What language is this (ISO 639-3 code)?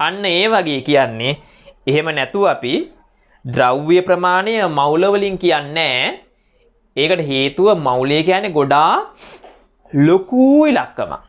sin